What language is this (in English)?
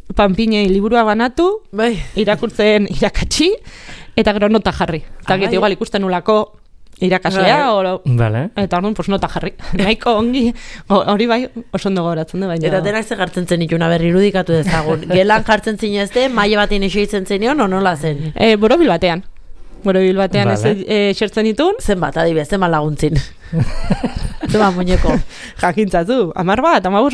Basque